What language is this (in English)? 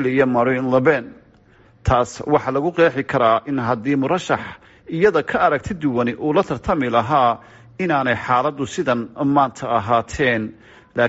Somali